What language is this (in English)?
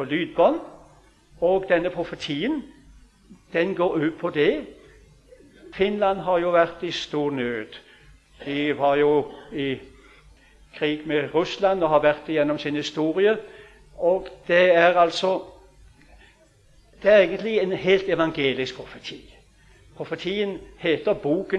Norwegian